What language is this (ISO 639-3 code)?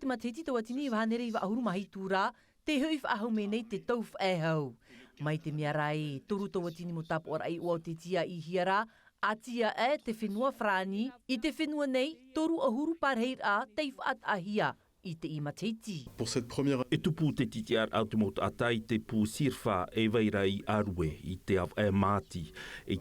tah